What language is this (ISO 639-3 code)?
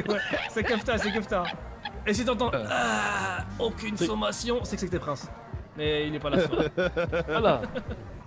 fra